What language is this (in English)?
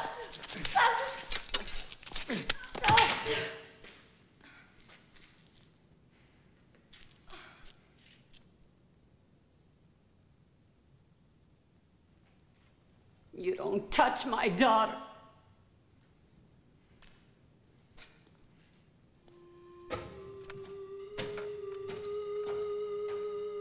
English